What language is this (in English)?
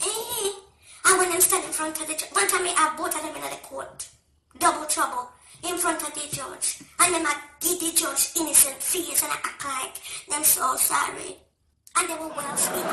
Jamaican Creole English